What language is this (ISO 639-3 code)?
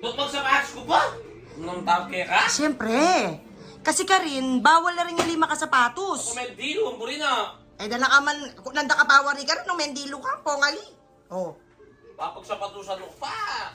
pam